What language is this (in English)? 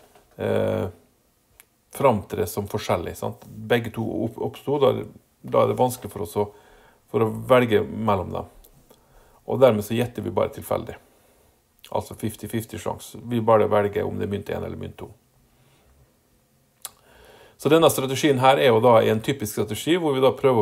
Norwegian